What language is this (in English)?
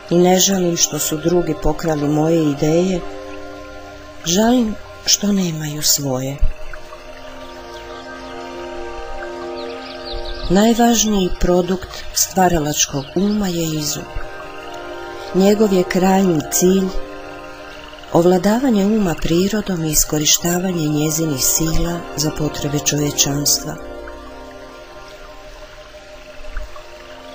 Croatian